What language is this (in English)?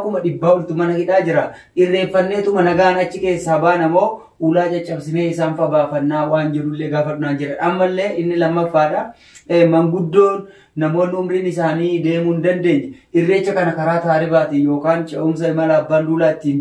Oromo